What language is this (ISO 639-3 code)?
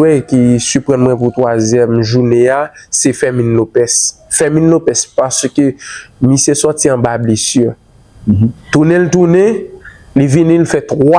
hat